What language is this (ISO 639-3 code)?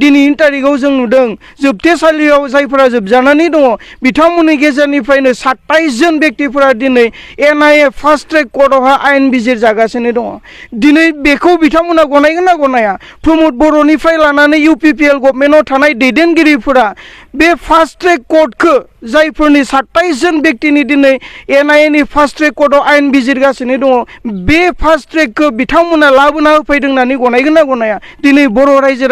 brx